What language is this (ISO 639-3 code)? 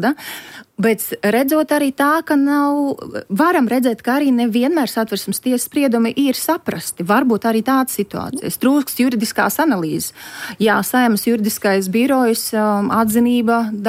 lav